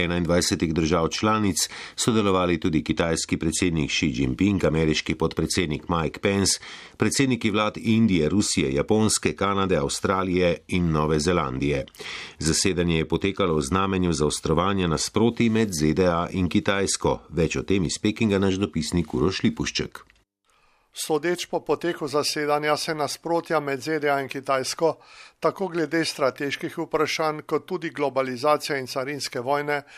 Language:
Slovenian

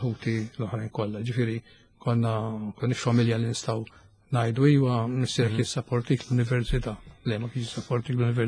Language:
Maltese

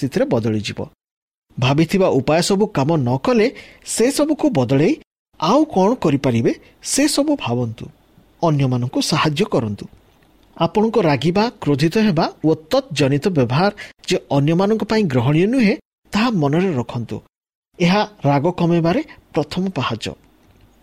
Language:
Odia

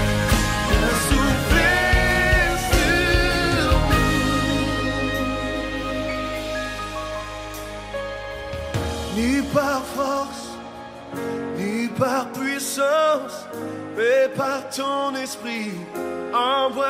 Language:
French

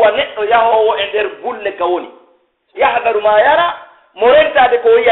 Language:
Pular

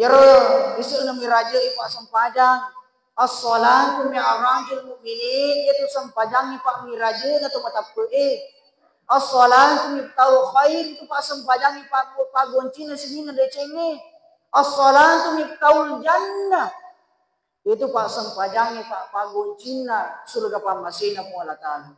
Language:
Buginese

